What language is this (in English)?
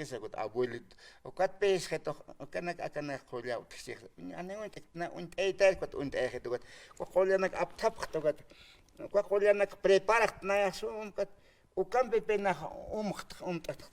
Aymara